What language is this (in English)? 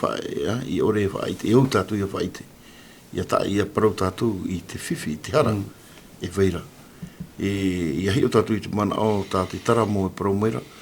Tahitian